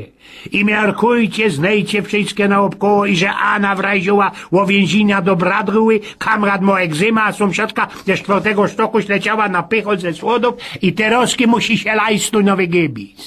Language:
Silesian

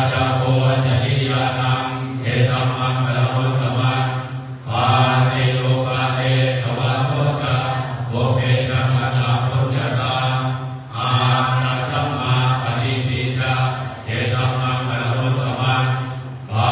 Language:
Pali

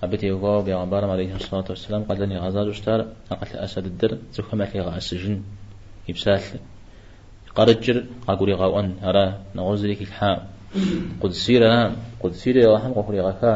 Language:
Kabardian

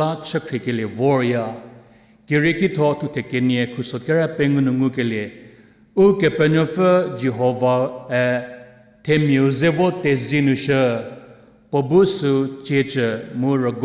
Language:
Angami Naga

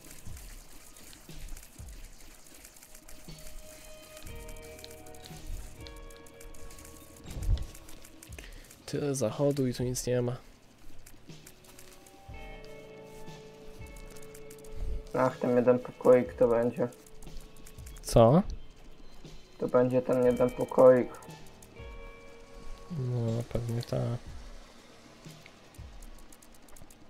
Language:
Polish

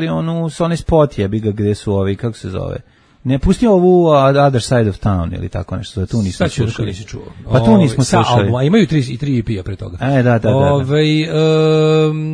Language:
Serbian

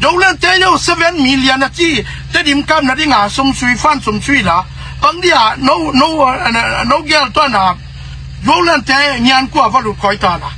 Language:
Tedim Chin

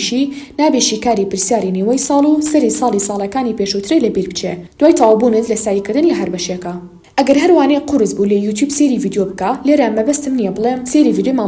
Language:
Central Kurdish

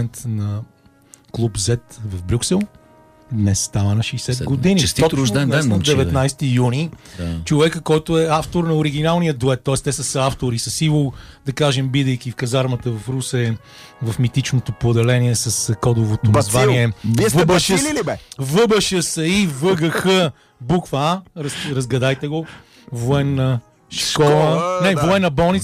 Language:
Bulgarian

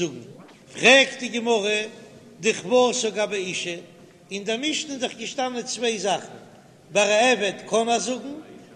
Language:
Yiddish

